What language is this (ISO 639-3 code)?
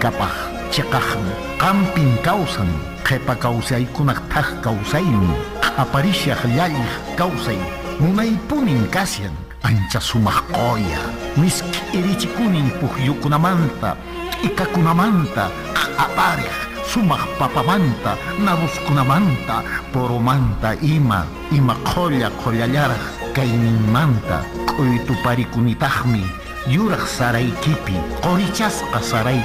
que